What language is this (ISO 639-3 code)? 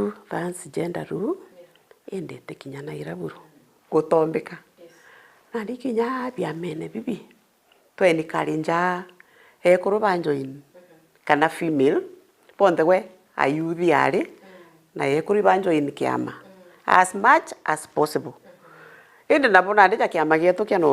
mer